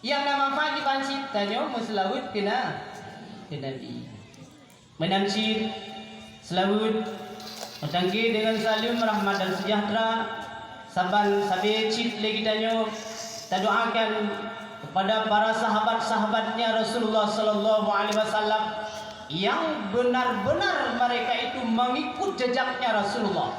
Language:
Achinese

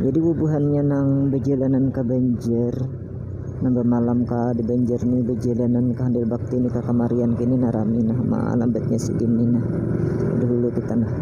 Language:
Banjar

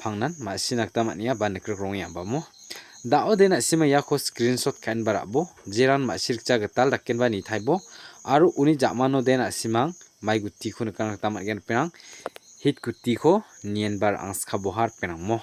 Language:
Garo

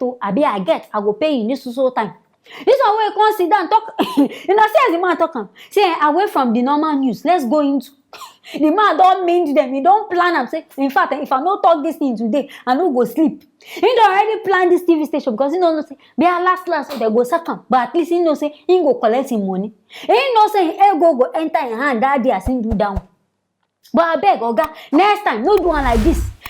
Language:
Nigerian Pidgin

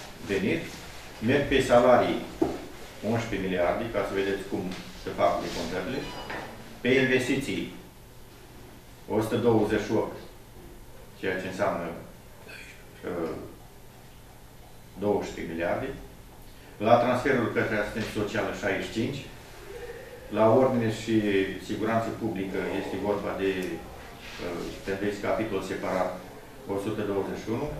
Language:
Romanian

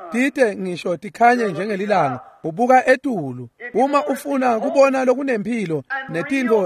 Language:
Swati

